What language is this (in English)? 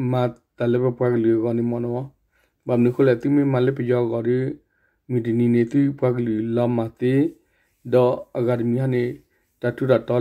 S'gaw Karen